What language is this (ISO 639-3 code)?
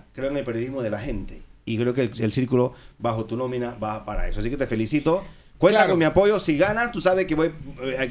spa